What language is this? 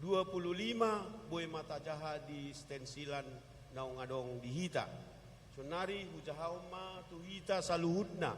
Batak Toba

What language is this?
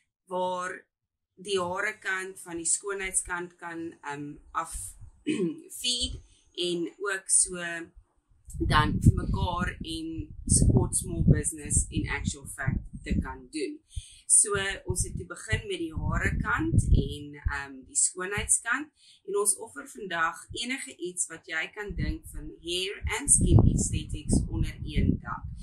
Afrikaans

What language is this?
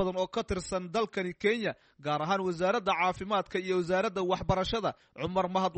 Somali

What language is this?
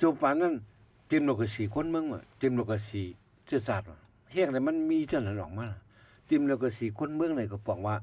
Shan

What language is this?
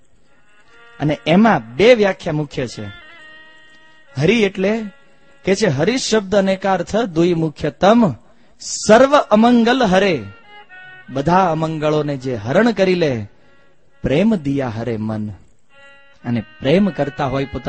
Gujarati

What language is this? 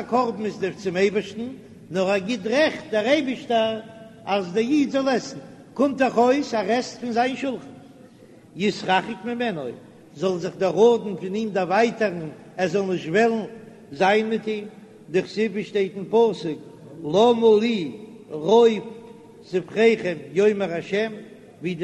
Yiddish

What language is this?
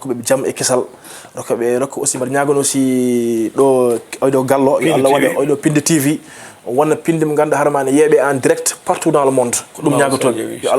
Fula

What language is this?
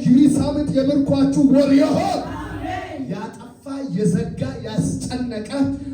Amharic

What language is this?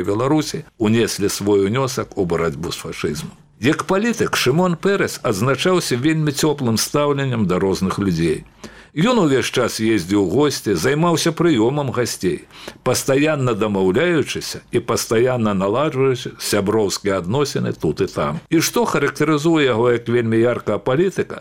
Belarusian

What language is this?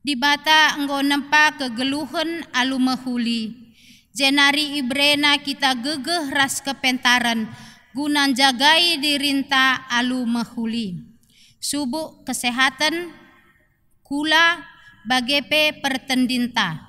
Batak Karo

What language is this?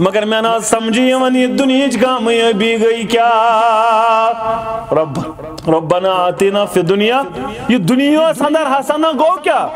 Kashmiri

